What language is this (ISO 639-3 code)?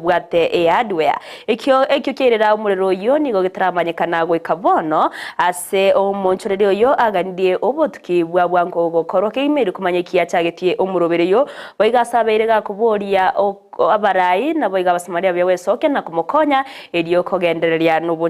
guz